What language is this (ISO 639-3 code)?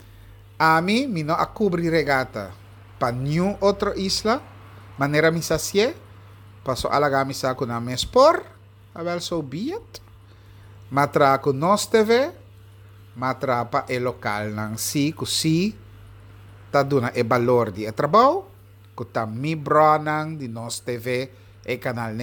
pap